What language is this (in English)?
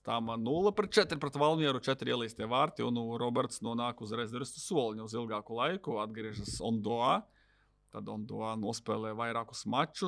Latvian